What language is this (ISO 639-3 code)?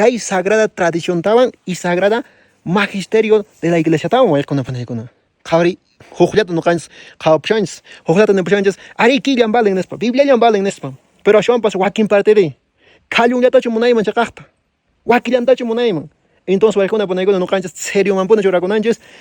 que